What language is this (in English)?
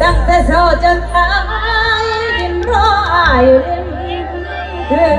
Lao